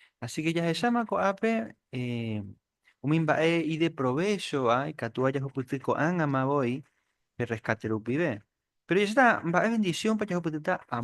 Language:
Guarani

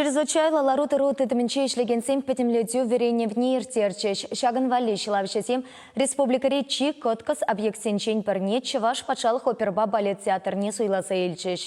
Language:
Chuvash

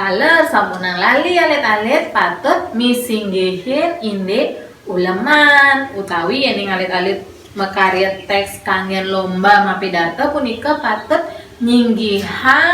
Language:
Balinese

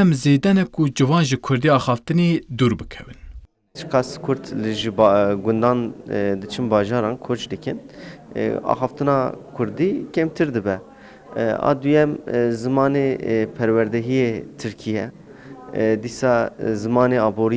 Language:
Kurdish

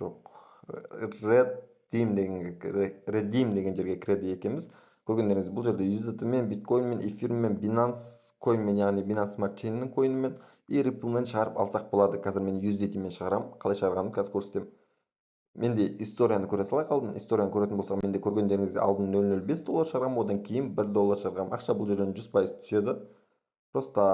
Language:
Kazakh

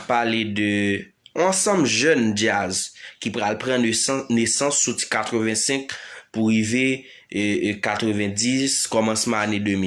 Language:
Haitian Creole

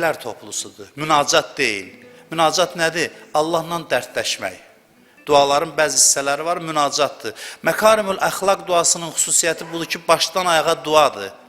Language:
Azerbaijani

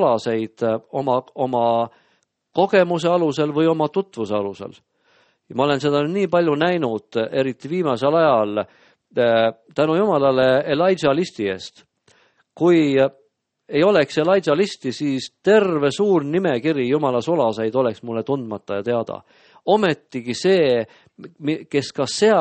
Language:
Estonian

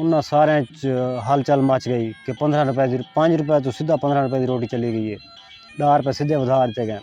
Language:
Saraiki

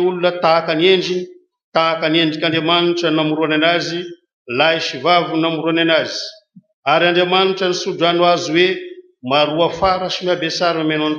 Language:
Malagasy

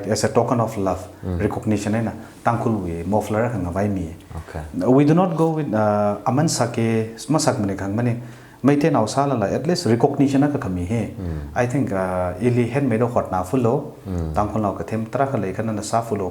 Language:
Tangkhul Naga (India)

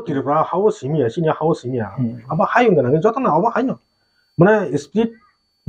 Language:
Kok Borok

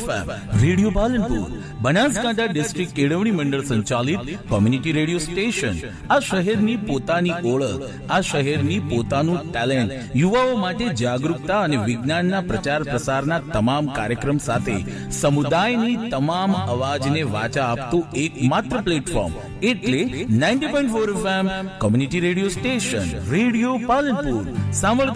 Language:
Gujarati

